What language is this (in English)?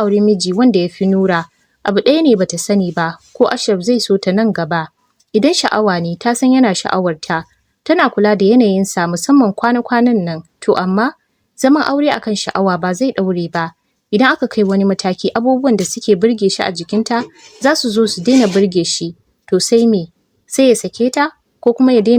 Hausa